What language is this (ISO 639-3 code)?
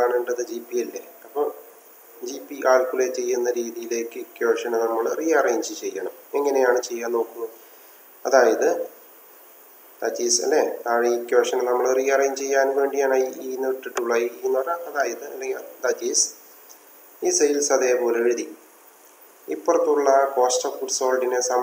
mal